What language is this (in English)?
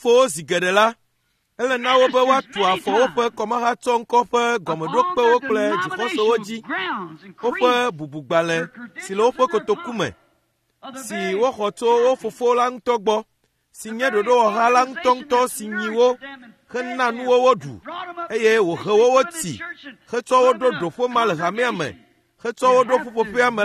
Ewe